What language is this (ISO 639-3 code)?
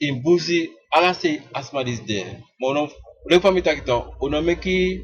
srn